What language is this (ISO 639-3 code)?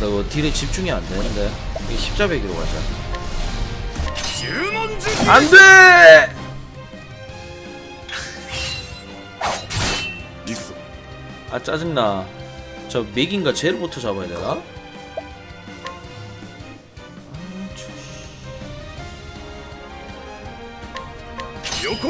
kor